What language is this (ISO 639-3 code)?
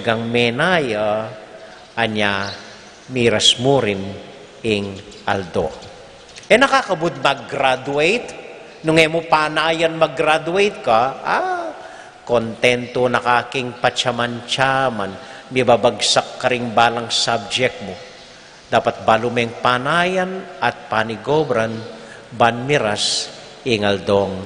pam